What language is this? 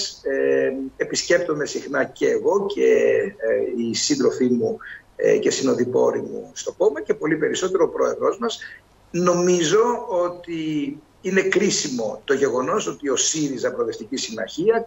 Greek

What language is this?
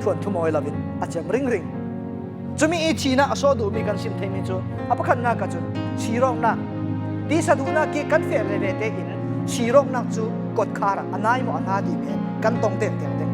Falam Chin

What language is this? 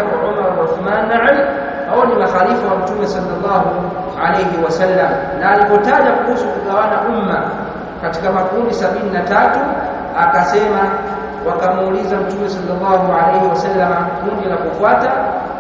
Swahili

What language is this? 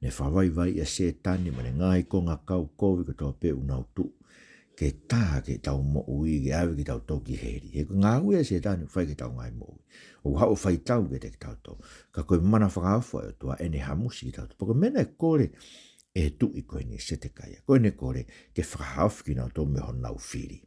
Tongan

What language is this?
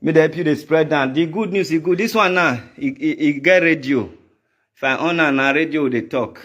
Nigerian Pidgin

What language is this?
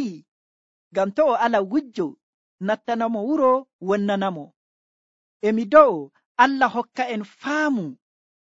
Nigerian Fulfulde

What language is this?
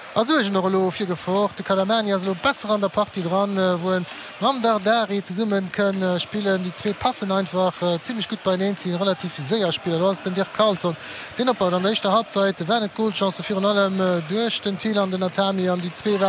Luxembourgish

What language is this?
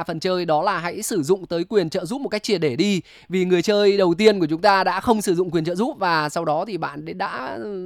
Vietnamese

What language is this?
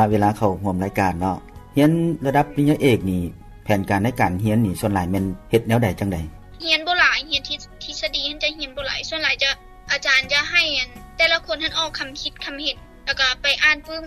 Lao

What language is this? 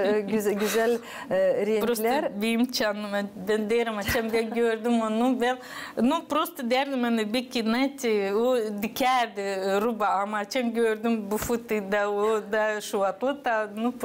Gagauz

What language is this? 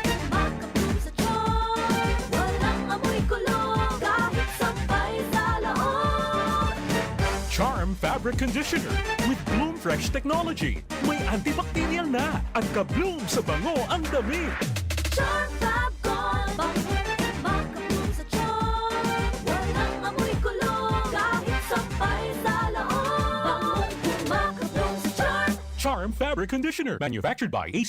Bikol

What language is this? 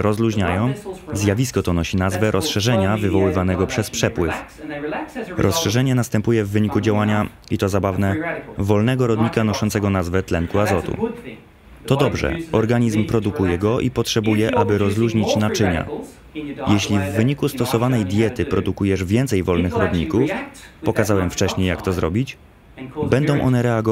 Polish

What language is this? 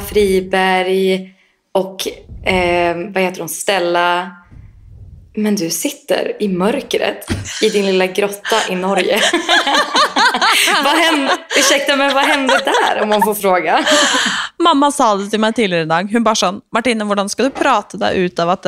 Swedish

